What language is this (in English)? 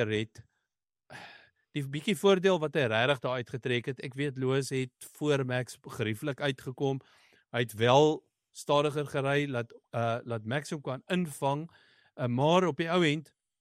Afrikaans